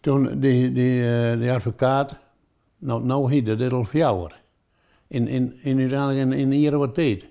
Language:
Western Frisian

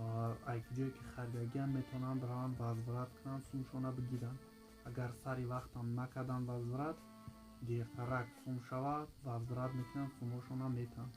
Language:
Tajik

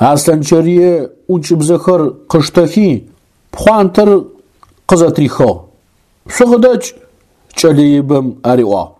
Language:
Adyghe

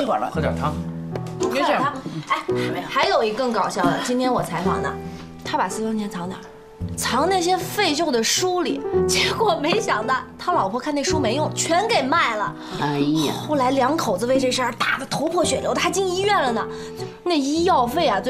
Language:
Chinese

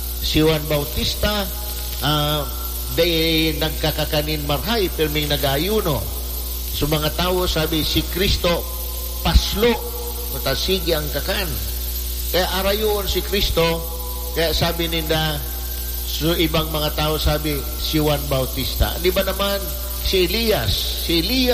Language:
Bikol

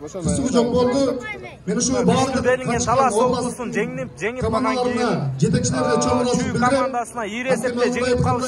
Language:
Kyrgyz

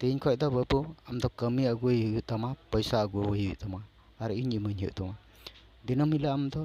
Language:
Santali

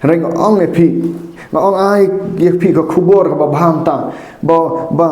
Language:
Khasi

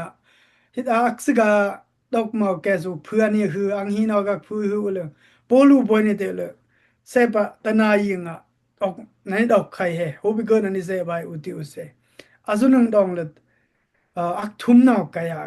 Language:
Dimasa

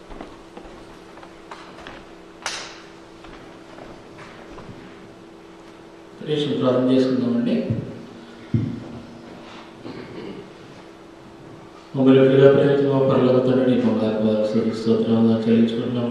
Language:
Telugu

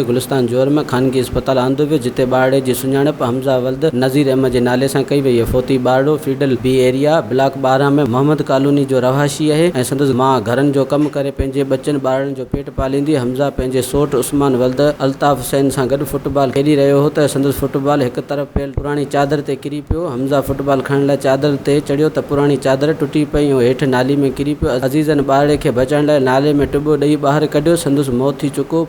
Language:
Sindhi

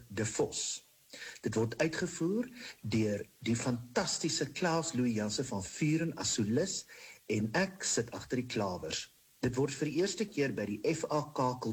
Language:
Afrikaans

